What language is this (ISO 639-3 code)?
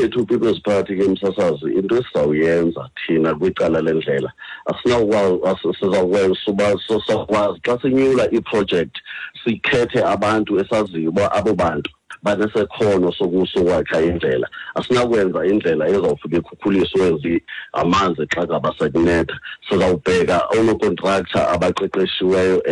xho